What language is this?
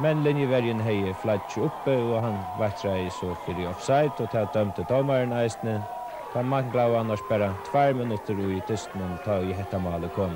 Faroese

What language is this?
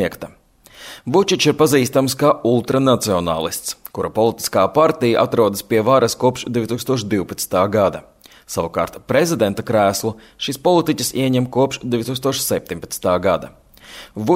Latvian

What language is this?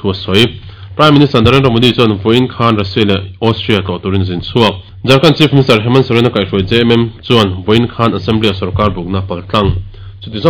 Mizo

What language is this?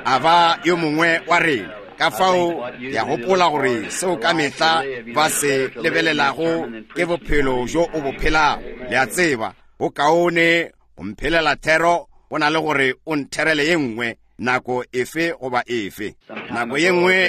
Northern Sotho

